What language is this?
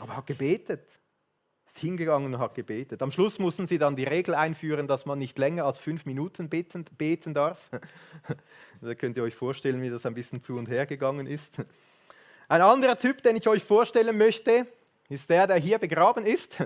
Swiss German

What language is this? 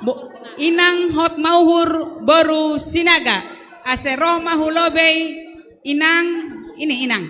Batak Simalungun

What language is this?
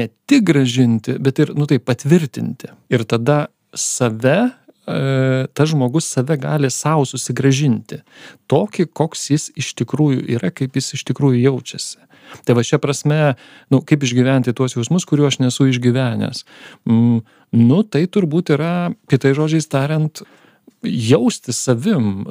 Lithuanian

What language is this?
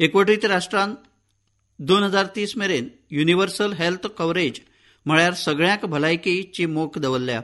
Konkani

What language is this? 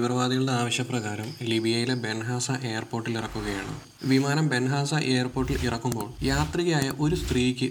Malayalam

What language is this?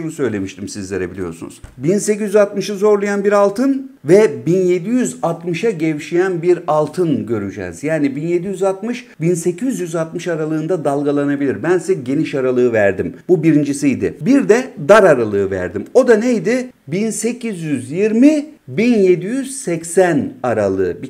Turkish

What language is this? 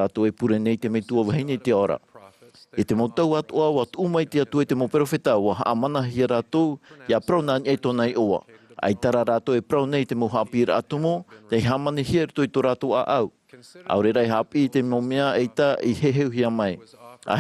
Tahitian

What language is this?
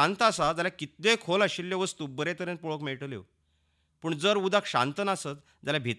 Konkani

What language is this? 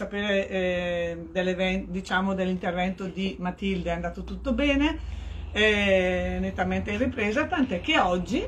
Italian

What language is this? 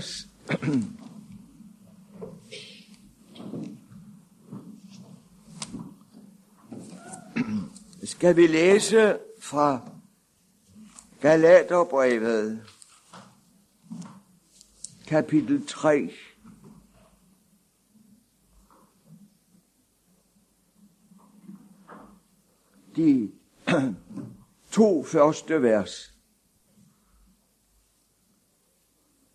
Danish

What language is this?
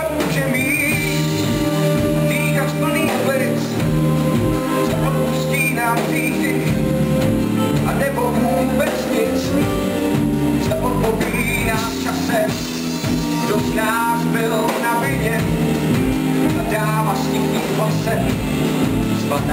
Czech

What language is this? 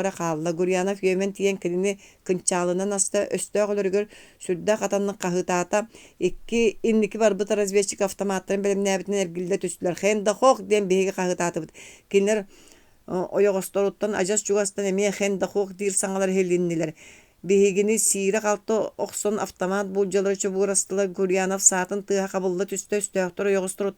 Yakut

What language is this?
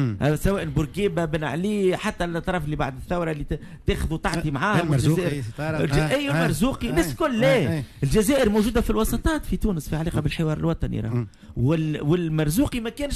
Tunisian Arabic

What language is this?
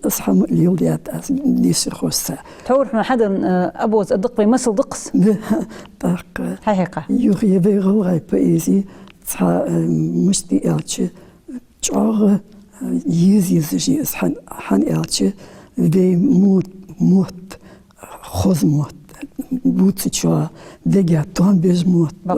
Ingush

